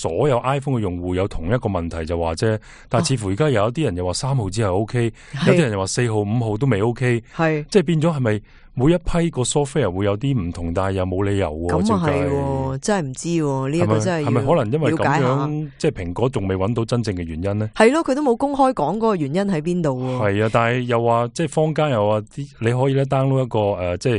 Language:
Cantonese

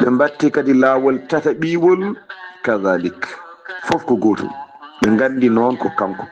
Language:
Fula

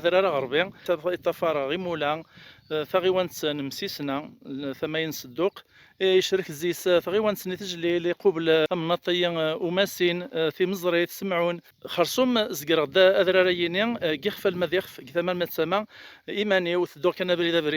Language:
Kabyle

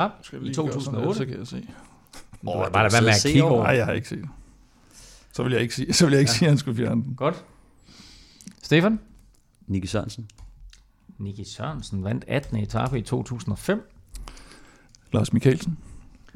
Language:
Danish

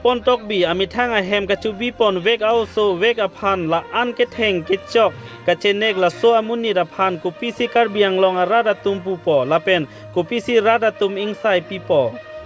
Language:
Karbi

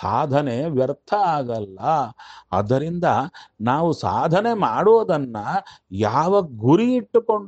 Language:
Kannada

